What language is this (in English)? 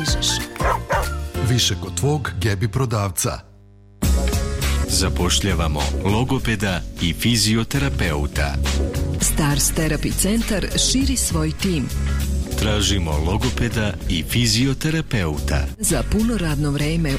Serbian